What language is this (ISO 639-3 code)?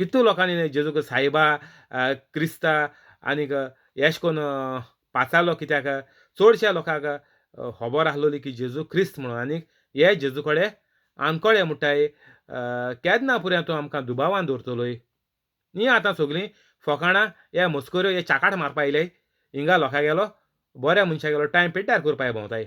kok